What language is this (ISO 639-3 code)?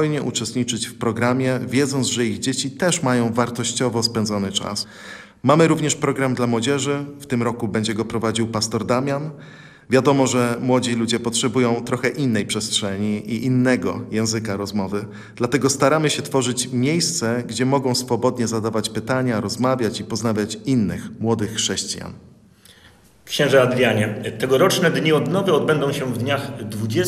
pol